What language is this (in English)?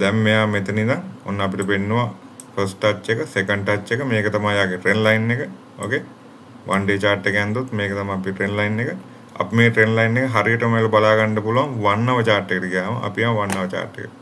Sinhala